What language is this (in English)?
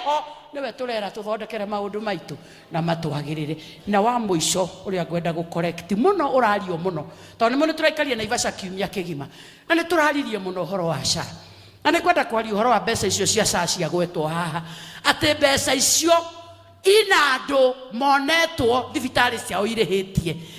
Kikuyu